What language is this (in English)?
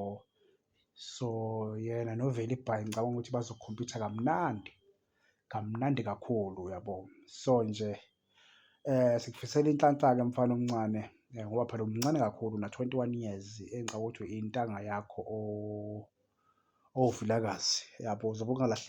Zulu